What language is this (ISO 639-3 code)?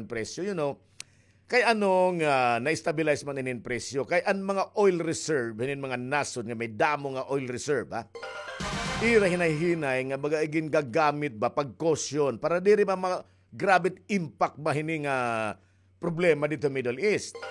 war